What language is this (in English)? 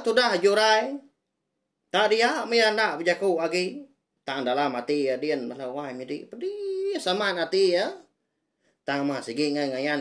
Iban